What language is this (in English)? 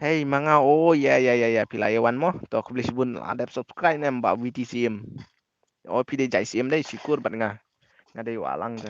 Khasi